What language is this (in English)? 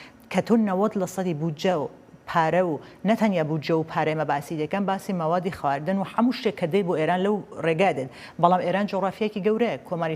Central Kurdish